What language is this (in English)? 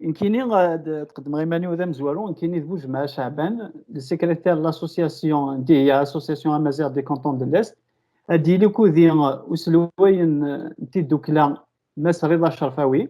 Kabyle